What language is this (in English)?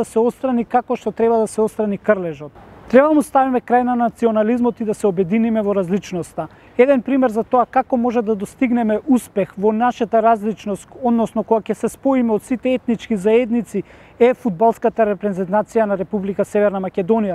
Macedonian